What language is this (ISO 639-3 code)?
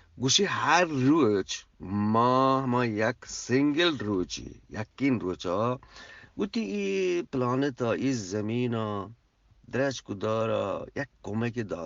bgp